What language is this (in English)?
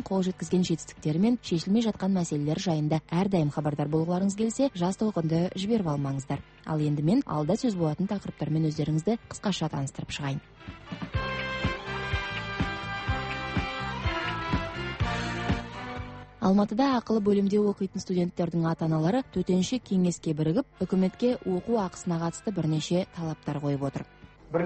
Kazakh